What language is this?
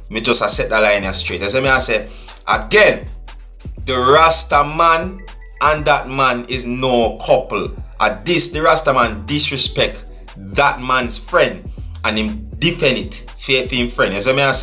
Jamaican Creole English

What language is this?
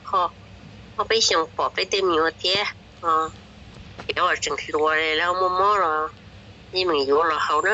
Hmong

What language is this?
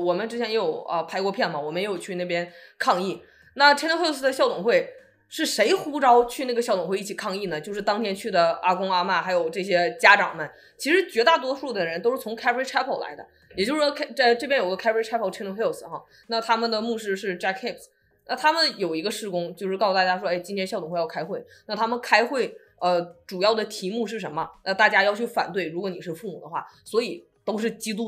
Chinese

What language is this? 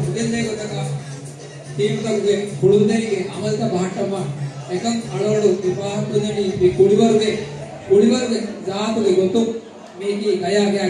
Divehi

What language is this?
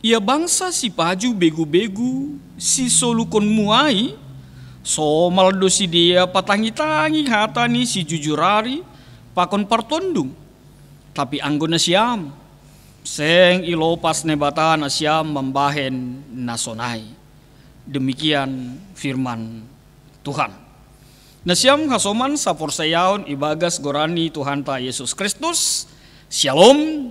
Batak Simalungun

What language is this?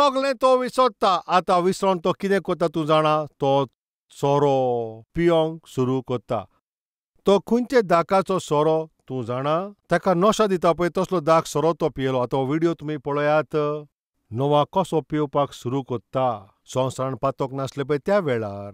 Konkani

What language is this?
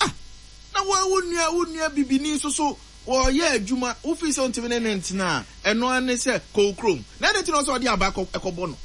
Akan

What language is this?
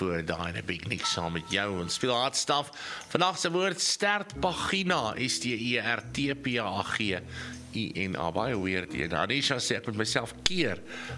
Afrikaans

